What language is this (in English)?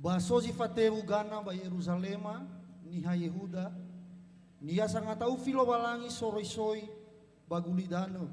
Nias